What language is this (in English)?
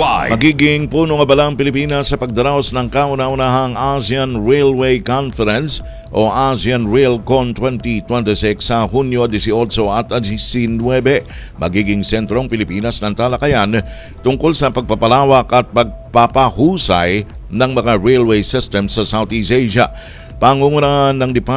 Filipino